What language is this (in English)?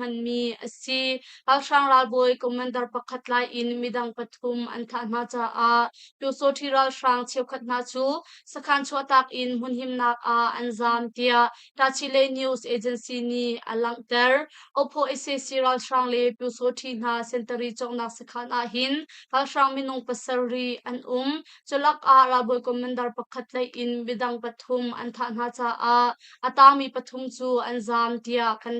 Hakha Chin